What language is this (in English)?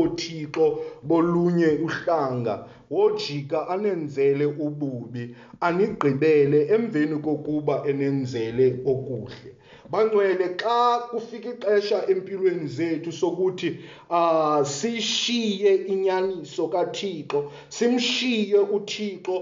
Xhosa